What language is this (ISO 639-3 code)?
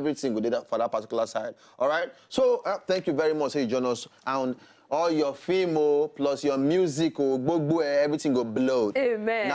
pcm